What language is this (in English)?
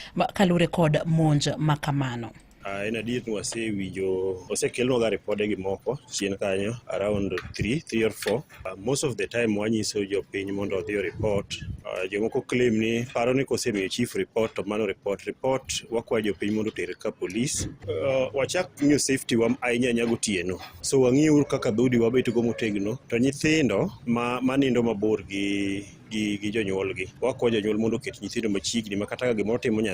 Luo (Kenya and Tanzania)